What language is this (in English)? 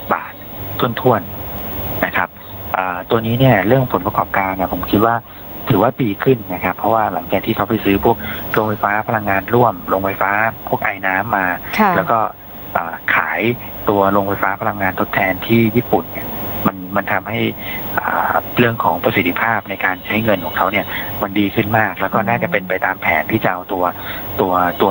Thai